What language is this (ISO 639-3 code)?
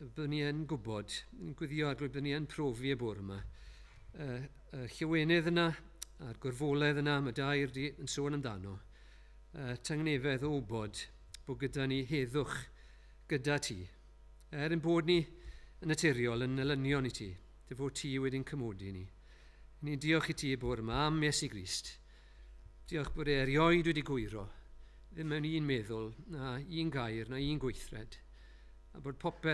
cym